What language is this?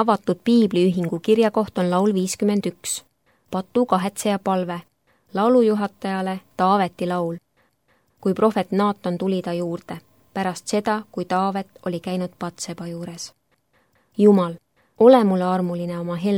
Estonian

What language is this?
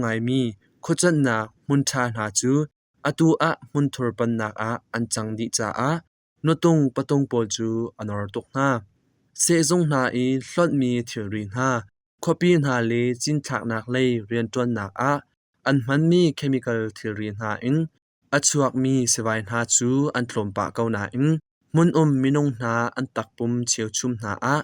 Hakha Chin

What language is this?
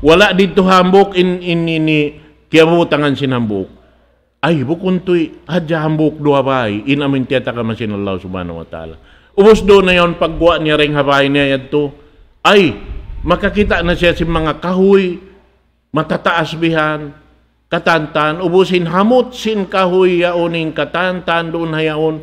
Tausug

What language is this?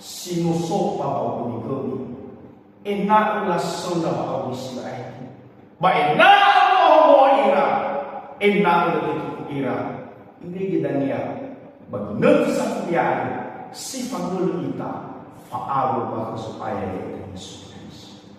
Nias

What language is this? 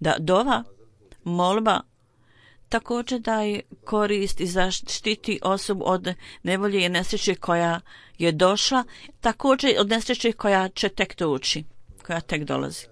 Bosnian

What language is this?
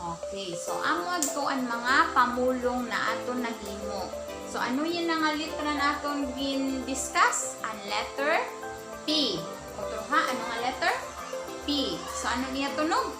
Waray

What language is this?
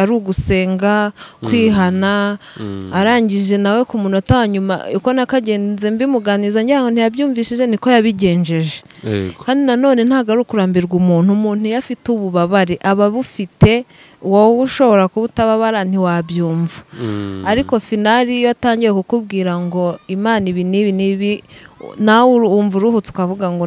Kinyarwanda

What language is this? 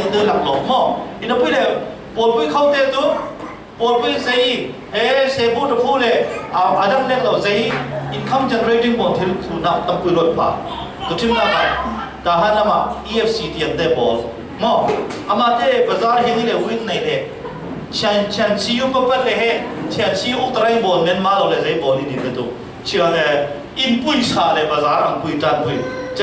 Falam Chin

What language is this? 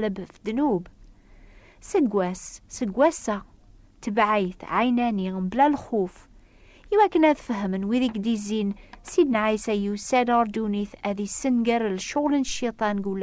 Kabyle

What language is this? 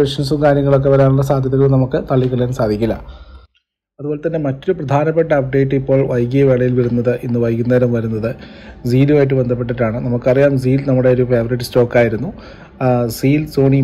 Malayalam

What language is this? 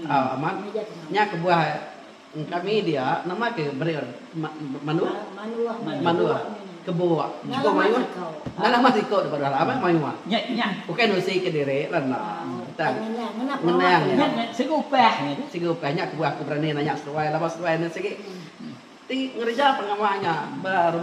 Iban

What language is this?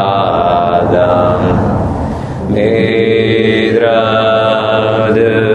Portuguese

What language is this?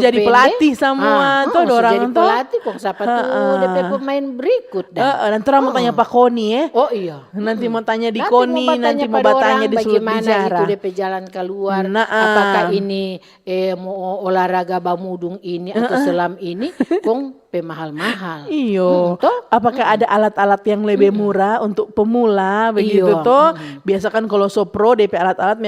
Manado Malay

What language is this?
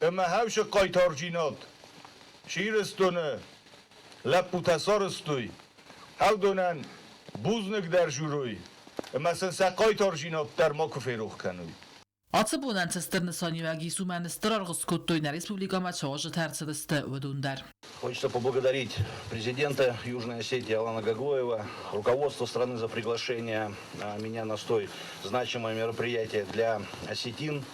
Ossetic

